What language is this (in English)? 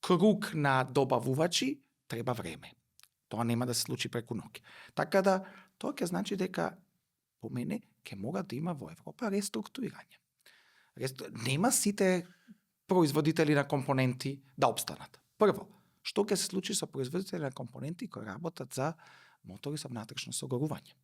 Macedonian